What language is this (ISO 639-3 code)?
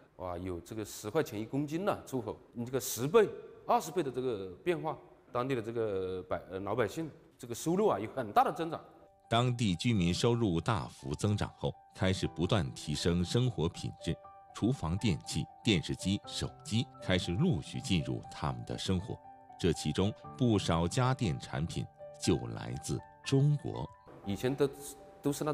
zho